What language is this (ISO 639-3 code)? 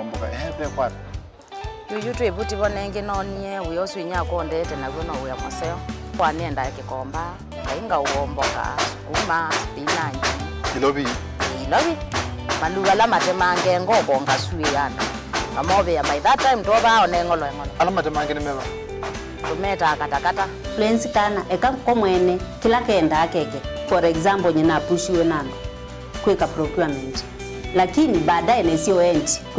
kam